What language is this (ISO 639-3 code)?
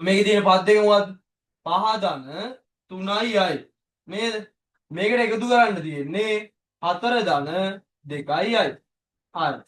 sin